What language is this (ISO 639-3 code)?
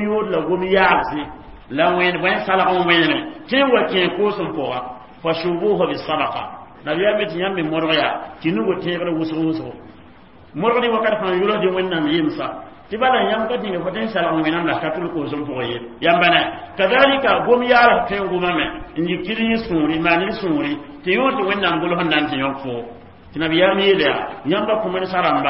mos